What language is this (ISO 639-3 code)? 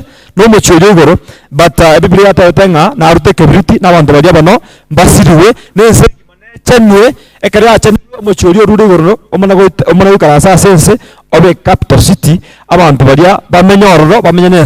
guz